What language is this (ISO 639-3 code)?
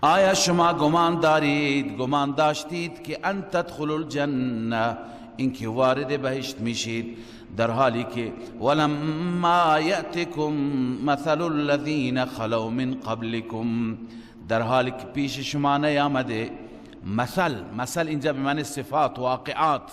fas